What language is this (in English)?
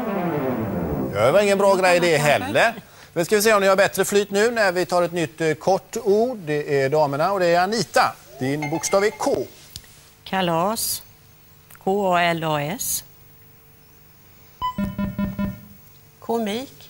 Swedish